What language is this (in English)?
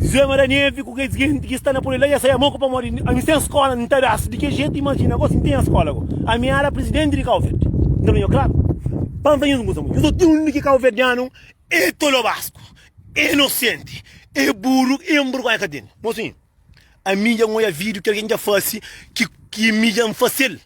Kabuverdianu